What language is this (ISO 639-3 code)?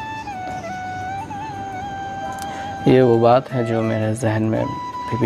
hin